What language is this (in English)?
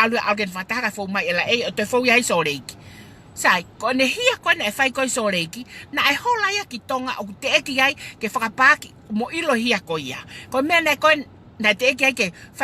Tongan